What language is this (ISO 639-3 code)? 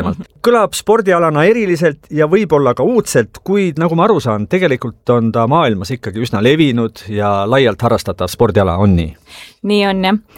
est